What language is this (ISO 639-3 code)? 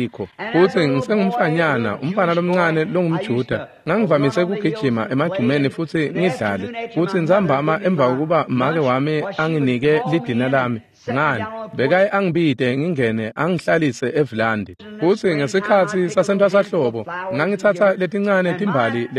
ssw